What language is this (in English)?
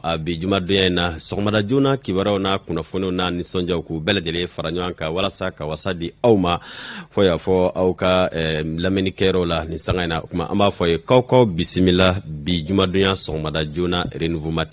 Bambara